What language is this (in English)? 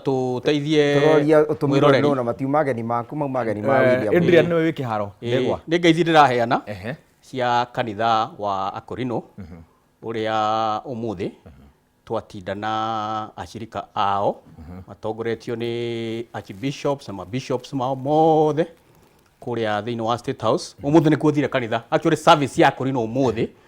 Kikuyu